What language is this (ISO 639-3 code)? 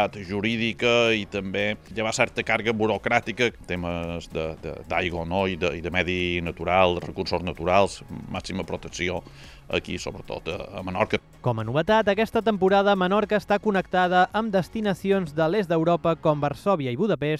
cat